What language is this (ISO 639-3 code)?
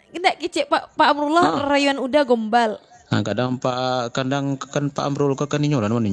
min